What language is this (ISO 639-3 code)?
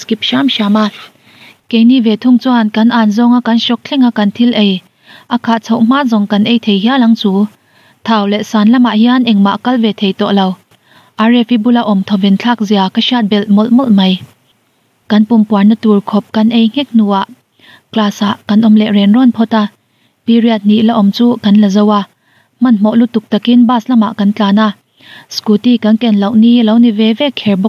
lus